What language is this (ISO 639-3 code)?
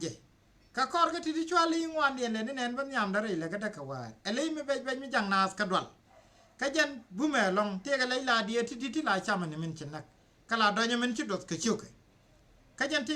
nus